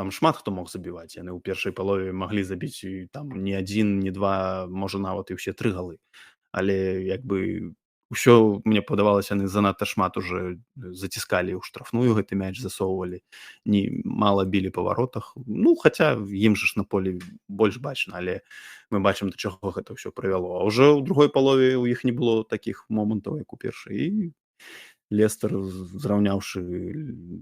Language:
Belarusian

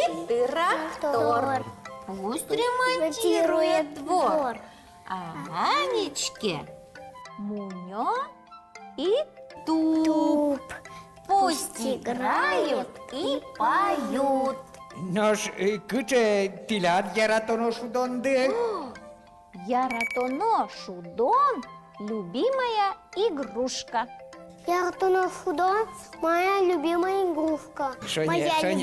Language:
Udmurt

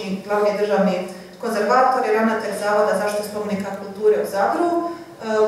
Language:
Croatian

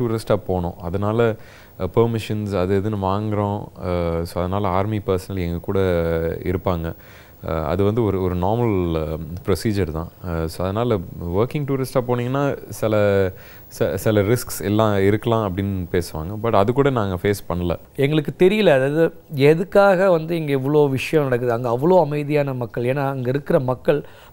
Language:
Tamil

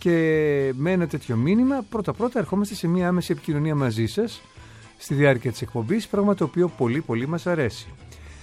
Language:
Greek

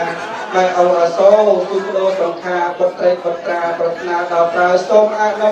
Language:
Khmer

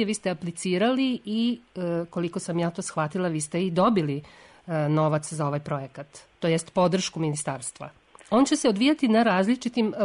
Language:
Serbian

